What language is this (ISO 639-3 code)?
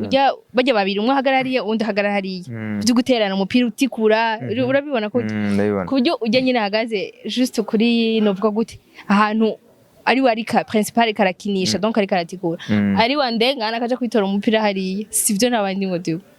run